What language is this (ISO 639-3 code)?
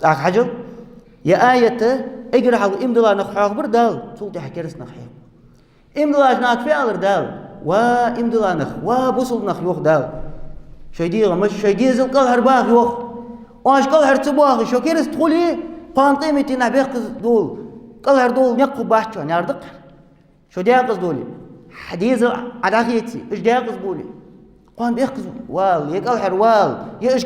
inh